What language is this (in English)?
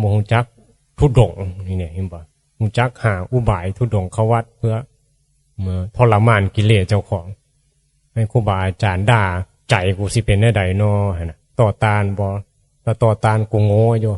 Northeastern Thai